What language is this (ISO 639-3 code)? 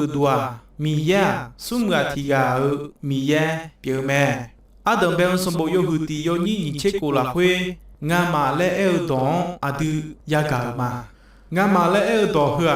ahk